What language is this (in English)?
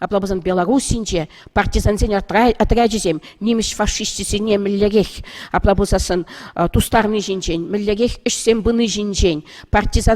Chuvash